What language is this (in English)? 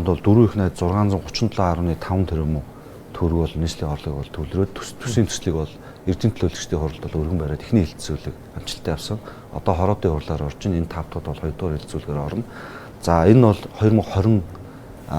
Mongolian